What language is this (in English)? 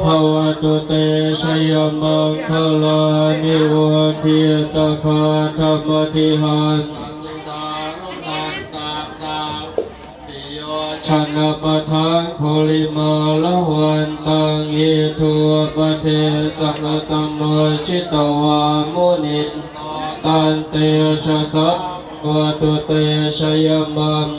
Pali